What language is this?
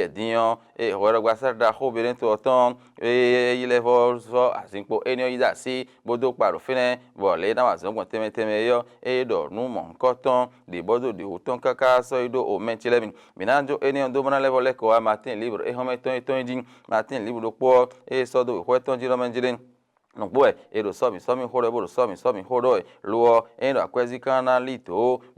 Fon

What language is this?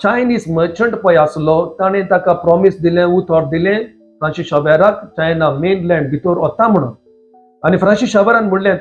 Konkani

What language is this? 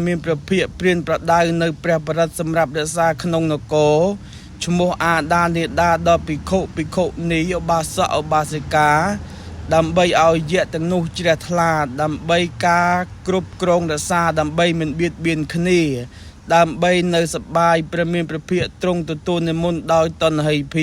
Khmer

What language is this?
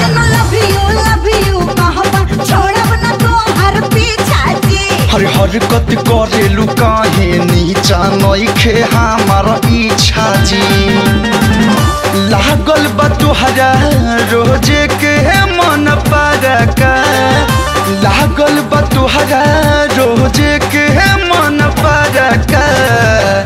Bhojpuri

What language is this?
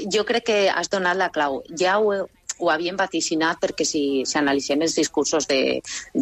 Catalan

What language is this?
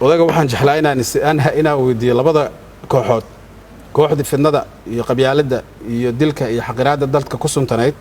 Somali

